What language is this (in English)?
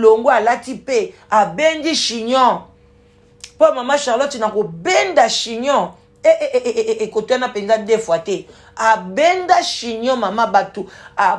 Lingala